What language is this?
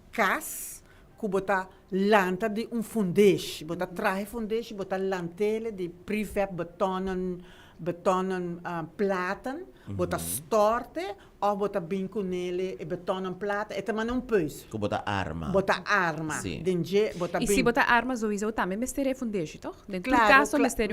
Papiamento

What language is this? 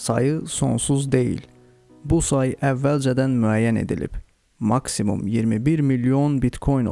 Azerbaijani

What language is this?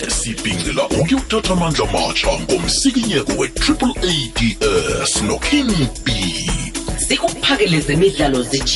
South Ndebele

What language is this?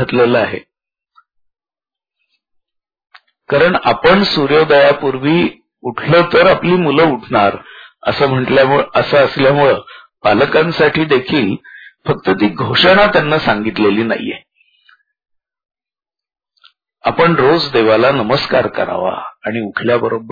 Marathi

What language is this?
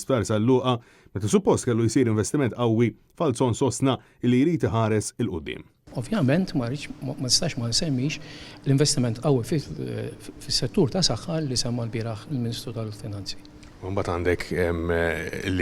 Maltese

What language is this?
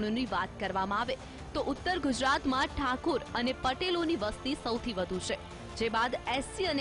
Gujarati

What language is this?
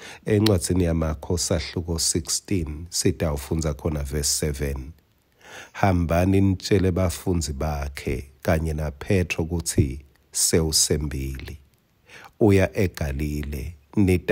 Swati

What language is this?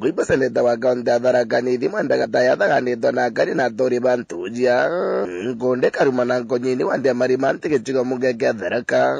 Meru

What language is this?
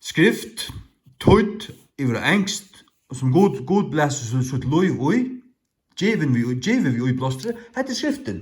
Faroese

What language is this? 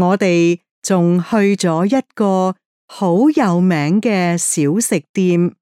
Cantonese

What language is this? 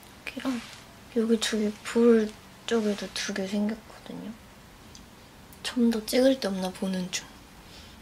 Korean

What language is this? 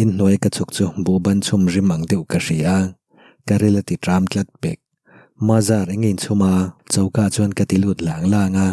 Mizo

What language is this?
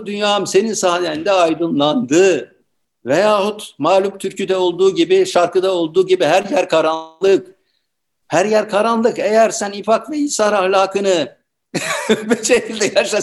Turkish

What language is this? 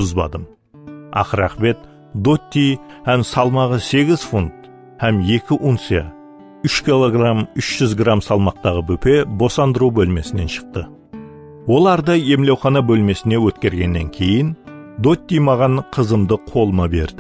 Kara-Kalpak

